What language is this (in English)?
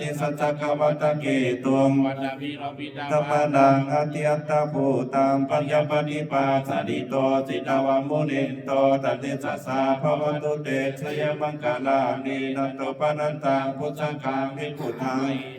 Pali